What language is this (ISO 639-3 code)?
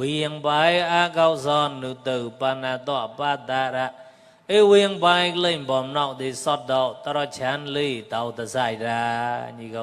mnw